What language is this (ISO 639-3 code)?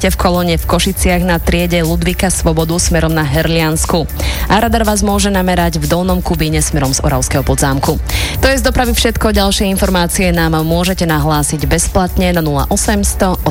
slk